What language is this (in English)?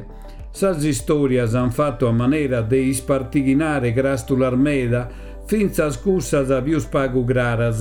Sardinian